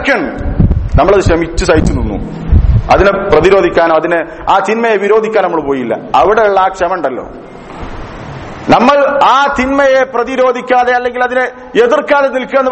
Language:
Malayalam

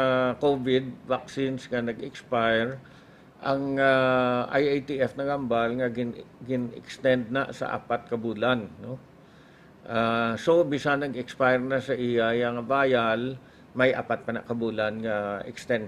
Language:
Hiligaynon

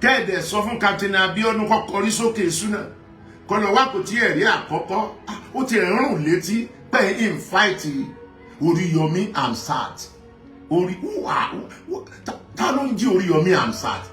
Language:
Yoruba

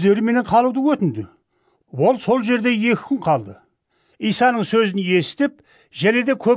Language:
Kara-Kalpak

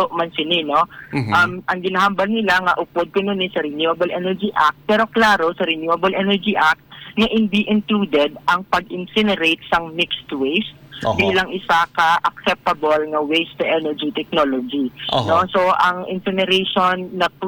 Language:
Hiligaynon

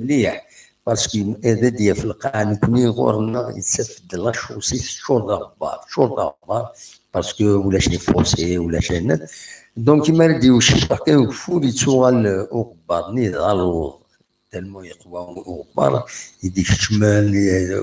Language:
Kabyle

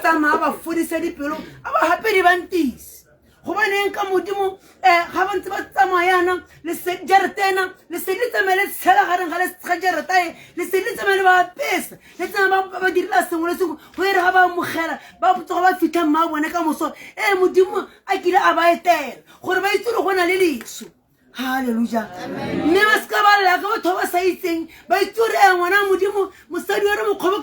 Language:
Tswana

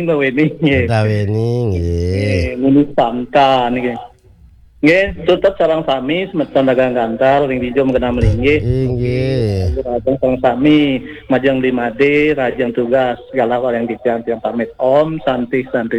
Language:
Balinese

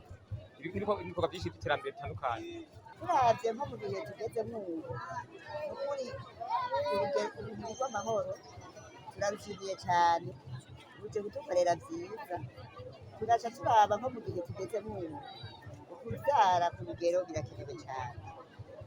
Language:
Rundi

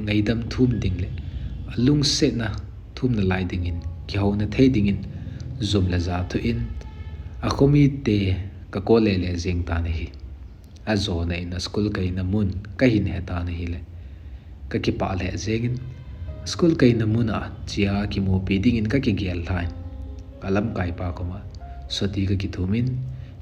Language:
Thado Chin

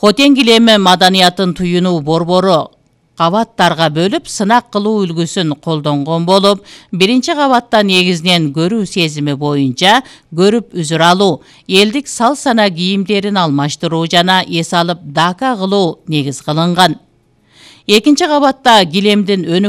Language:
Kyrgyz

